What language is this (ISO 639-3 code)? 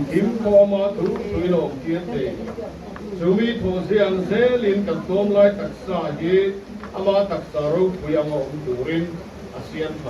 lus